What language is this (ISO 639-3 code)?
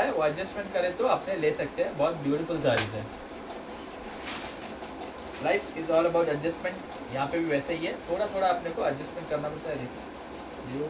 tam